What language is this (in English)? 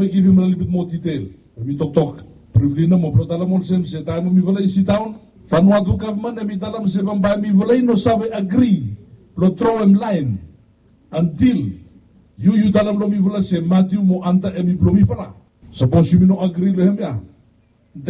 Bislama